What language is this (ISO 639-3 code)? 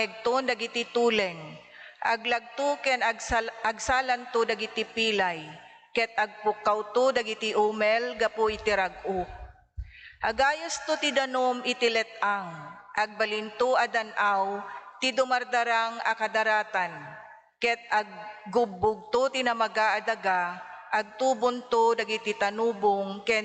ilo